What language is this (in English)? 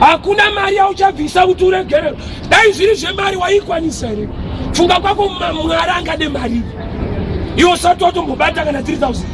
Shona